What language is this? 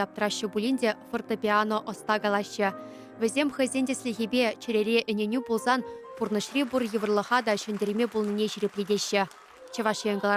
Chuvash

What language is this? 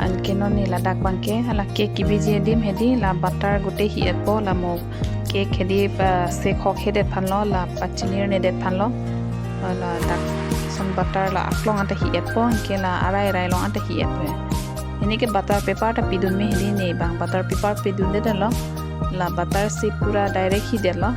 Karbi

